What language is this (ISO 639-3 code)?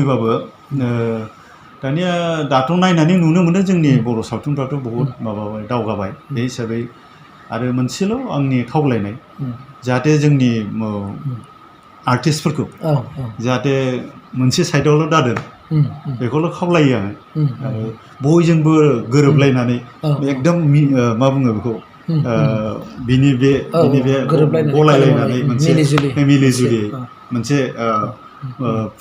brx